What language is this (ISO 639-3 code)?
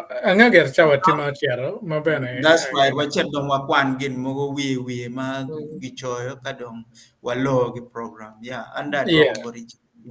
ach